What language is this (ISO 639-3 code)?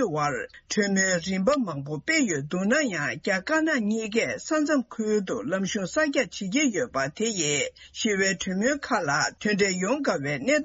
bod